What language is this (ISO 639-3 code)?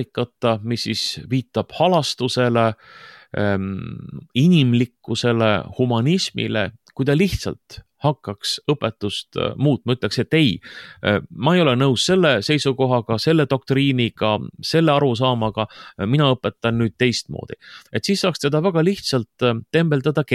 est